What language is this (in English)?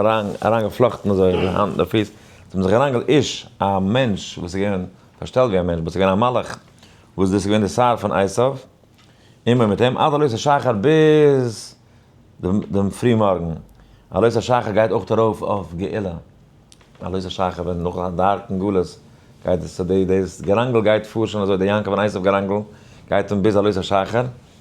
Yiddish